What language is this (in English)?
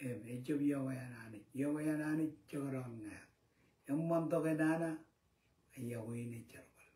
Marshallese